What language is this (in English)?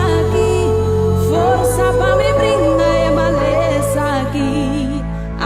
Papiamento